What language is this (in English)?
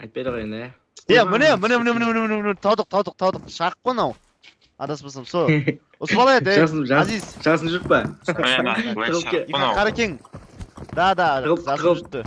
Kara-Kalpak